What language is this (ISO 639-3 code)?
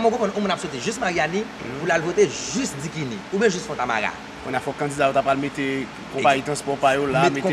hat